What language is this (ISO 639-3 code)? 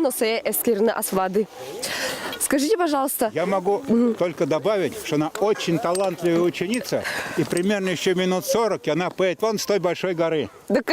udm